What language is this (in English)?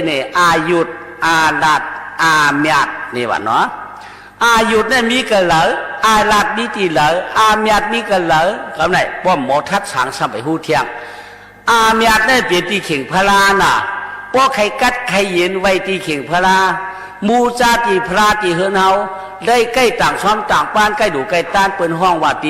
Shan